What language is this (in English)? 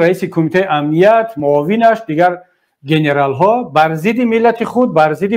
Tajik